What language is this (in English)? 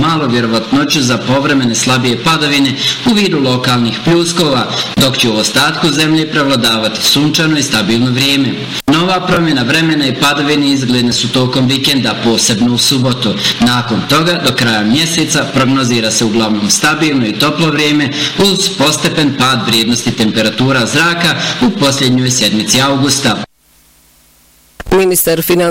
Bosnian